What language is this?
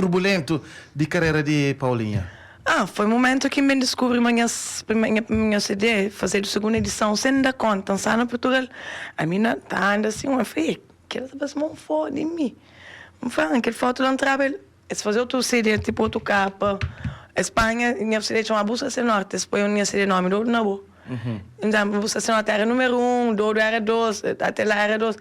Kabuverdianu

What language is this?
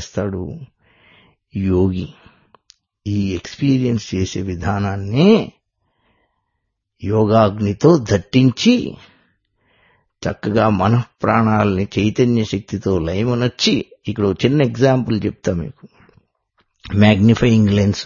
Telugu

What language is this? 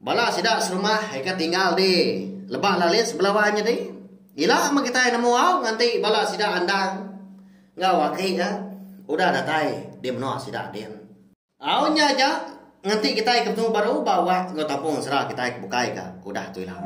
Iban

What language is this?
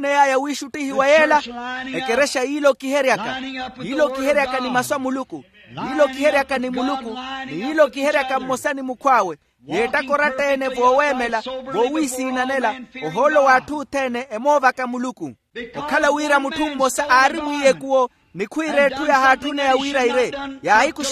Makhuwa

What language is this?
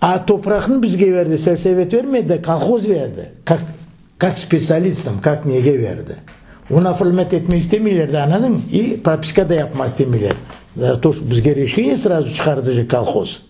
Crimean Tatar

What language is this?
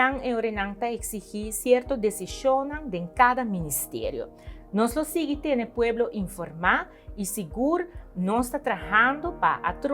Papiamento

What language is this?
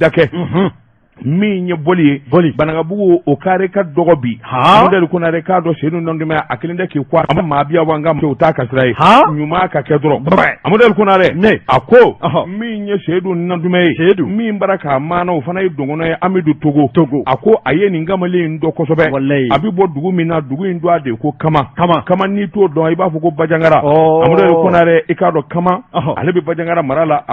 Bambara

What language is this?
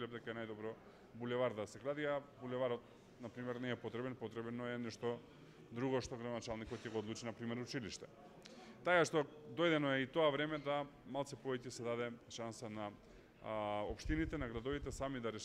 Macedonian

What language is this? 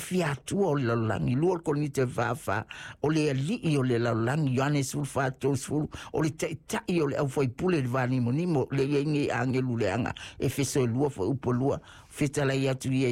Samoan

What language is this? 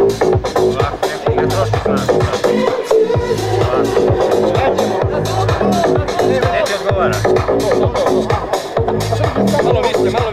Serbian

